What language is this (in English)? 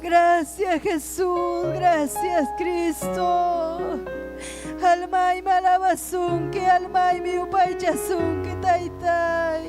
Ayacucho Quechua